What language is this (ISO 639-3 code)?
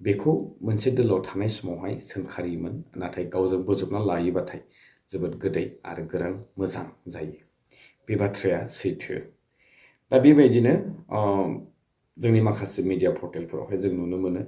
brx